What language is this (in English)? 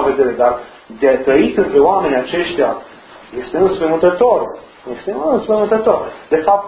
Romanian